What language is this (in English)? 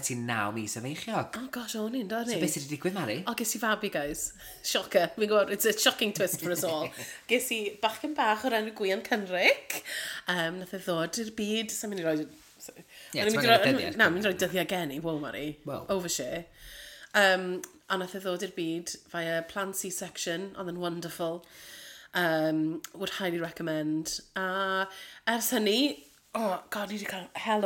Welsh